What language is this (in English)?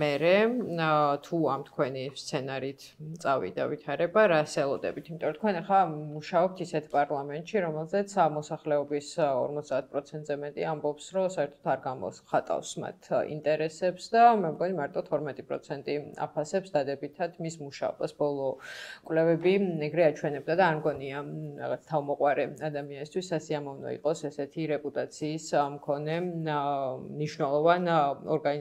Georgian